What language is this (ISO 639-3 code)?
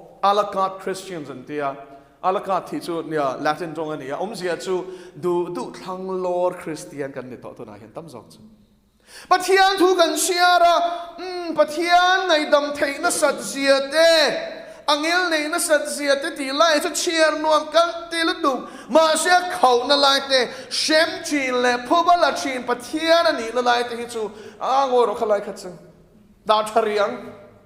lus